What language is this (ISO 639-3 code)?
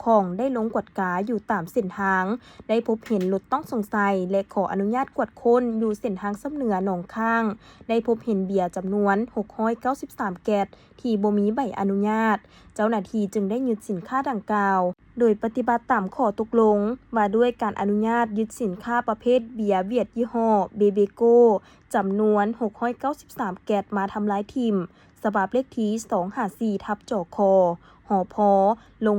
lao